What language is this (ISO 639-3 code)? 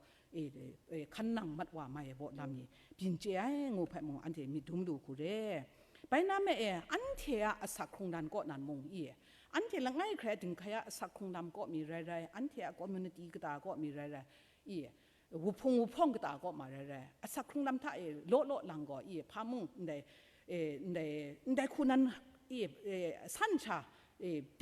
kac